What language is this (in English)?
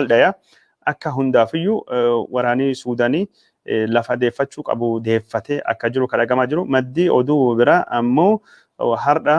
Oromo